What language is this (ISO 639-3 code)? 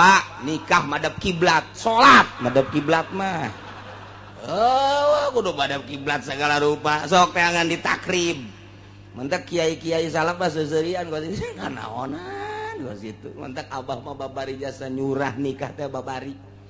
sun